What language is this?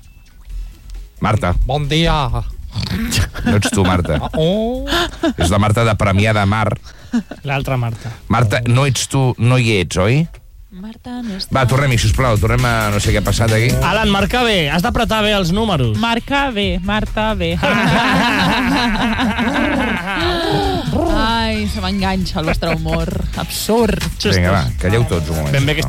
Catalan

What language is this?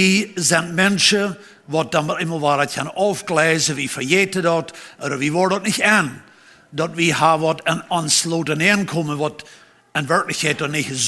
Plautdietsch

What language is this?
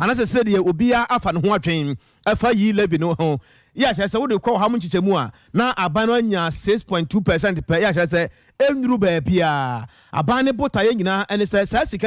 Akan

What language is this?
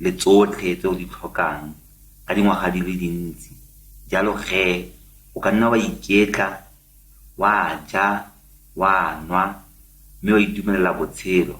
Tswana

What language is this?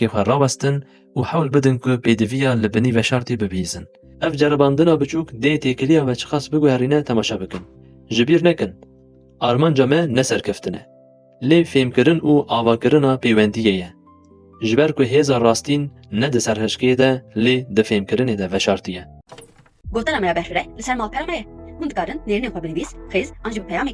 Kurdish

